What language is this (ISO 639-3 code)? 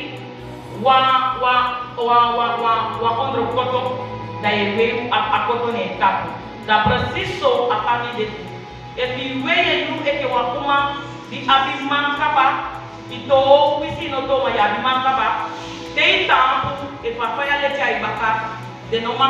srm